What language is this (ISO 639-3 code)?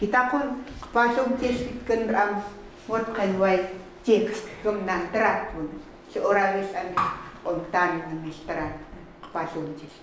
ckt